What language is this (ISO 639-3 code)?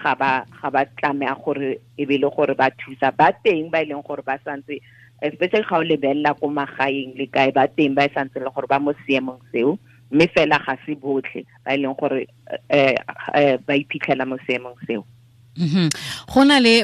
tsn